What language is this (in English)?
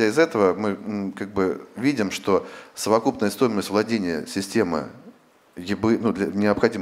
Russian